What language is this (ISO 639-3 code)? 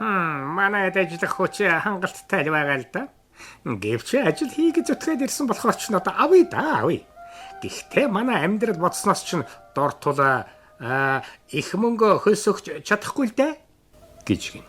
mon